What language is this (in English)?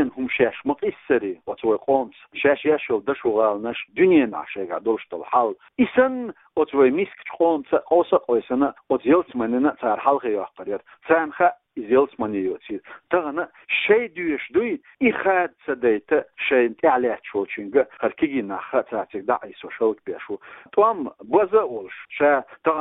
Chechen